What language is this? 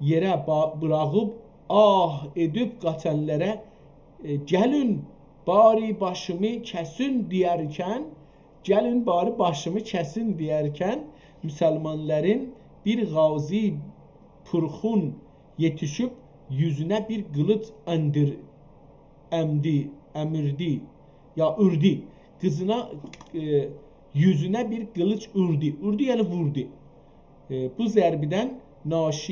South Azerbaijani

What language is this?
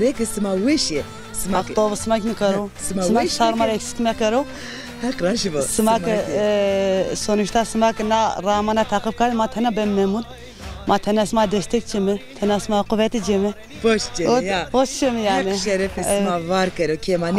Zaza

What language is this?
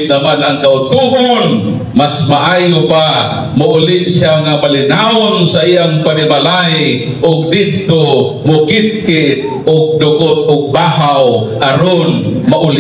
Cebuano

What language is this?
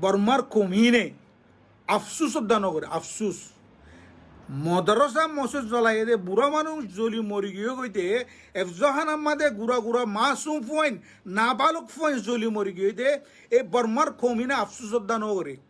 Rohingya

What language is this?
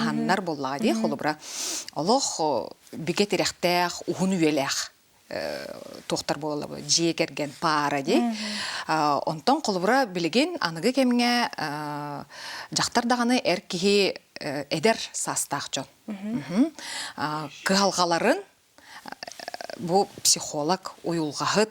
Yakut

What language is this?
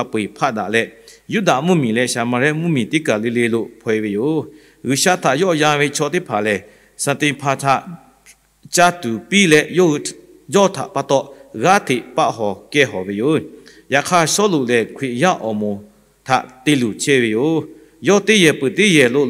Lahu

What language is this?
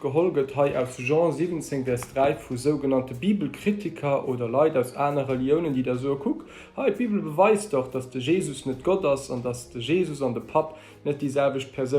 Luxembourgish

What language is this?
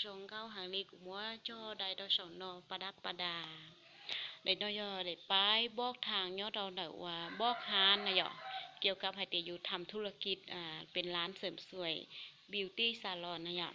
Hmong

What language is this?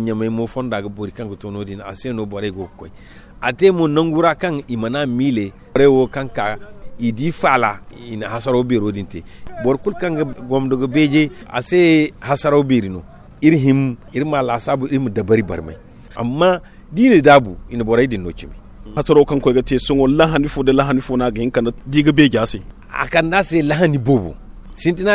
Zarma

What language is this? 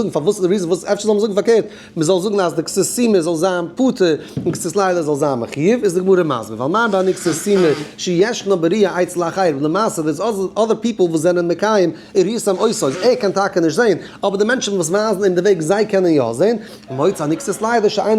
Yiddish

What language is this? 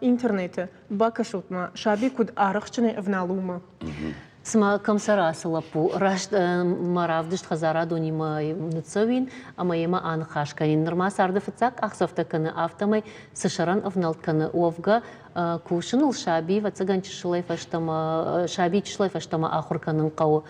Ossetic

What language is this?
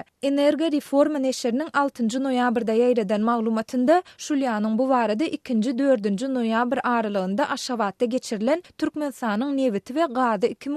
Turkmen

